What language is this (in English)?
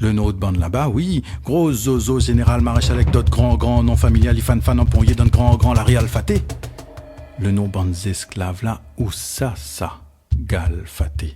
Réunion Creole French